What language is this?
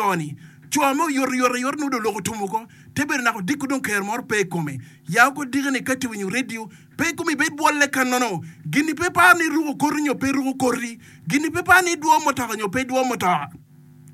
Acoli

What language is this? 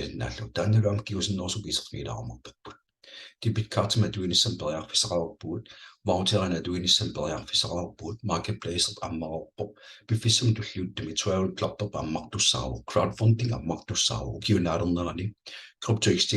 Kalaallisut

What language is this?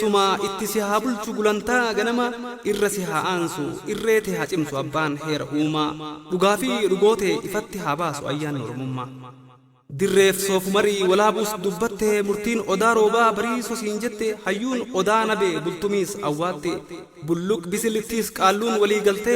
Oromo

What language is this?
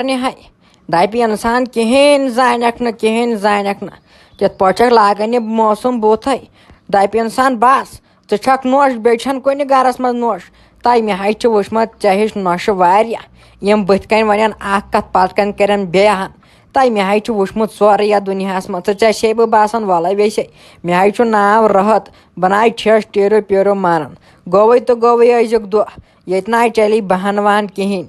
Kashmiri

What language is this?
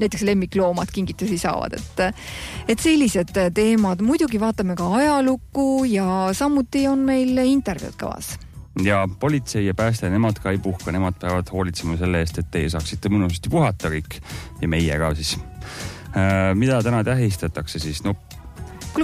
Estonian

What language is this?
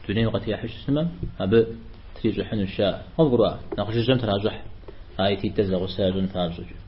Kabardian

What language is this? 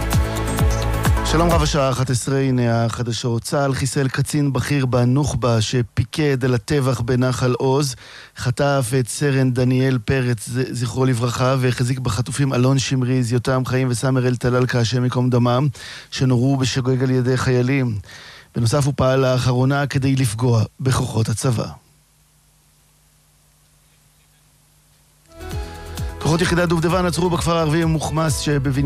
Hebrew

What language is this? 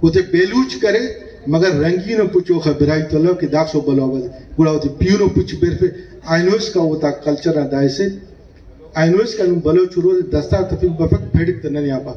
Brahui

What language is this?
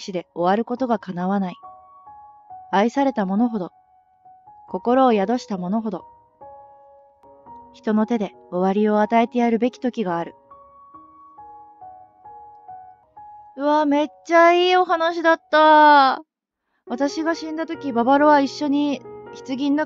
Japanese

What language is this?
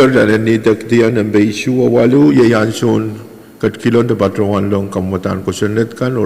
Pohnpeian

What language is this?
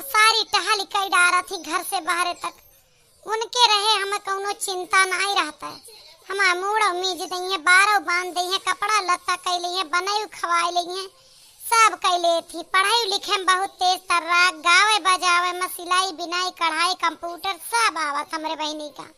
Awadhi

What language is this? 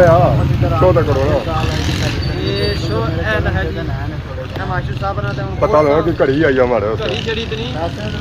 Pahari-Potwari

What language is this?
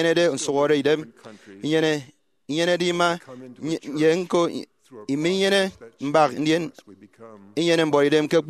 Efik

